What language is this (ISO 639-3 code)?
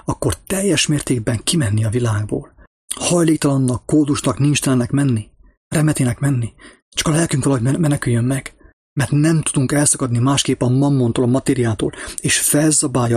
hun